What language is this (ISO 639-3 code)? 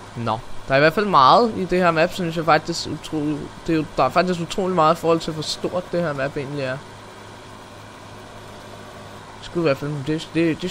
dan